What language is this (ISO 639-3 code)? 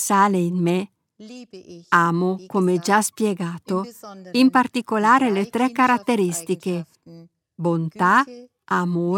ita